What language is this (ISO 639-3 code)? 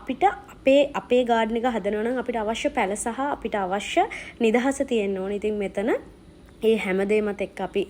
sin